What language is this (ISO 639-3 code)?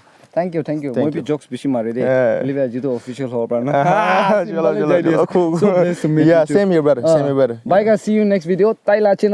nag